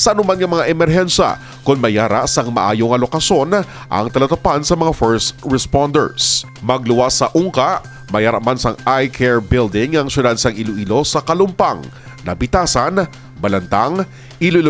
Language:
Hiligaynon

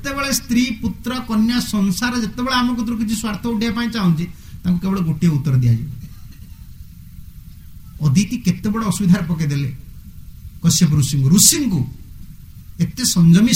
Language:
Odia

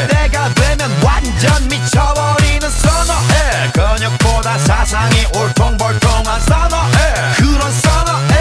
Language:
Korean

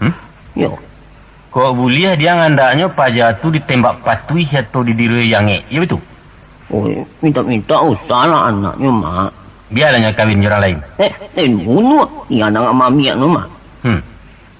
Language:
Minangkabau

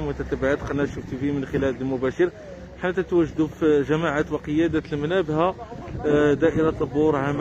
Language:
Moroccan Arabic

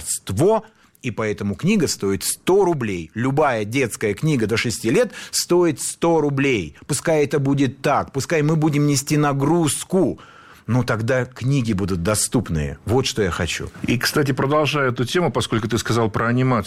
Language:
Russian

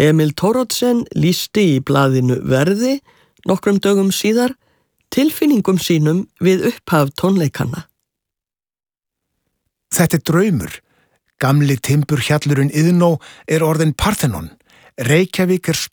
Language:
Icelandic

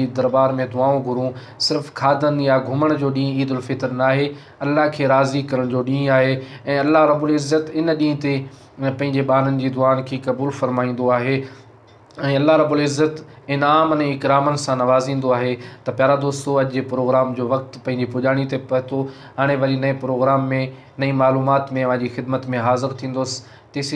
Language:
Sindhi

